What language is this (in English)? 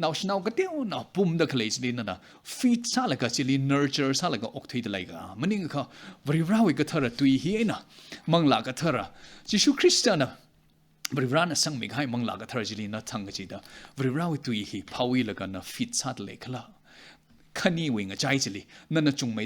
Tangkhul Naga (India)